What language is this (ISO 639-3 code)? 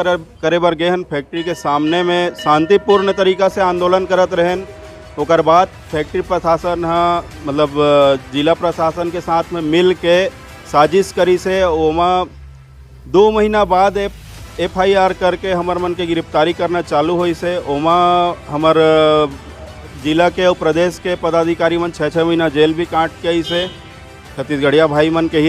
hne